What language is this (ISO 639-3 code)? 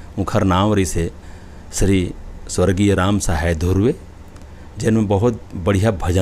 hne